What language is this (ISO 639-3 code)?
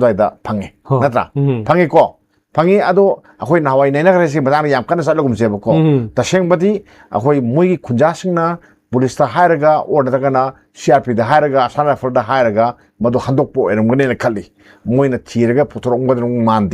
mni